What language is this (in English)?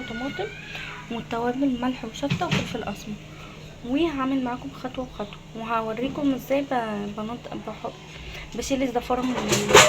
Egyptian Arabic